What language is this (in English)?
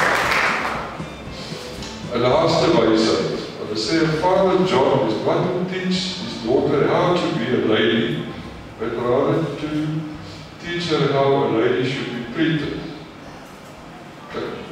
Afrikaans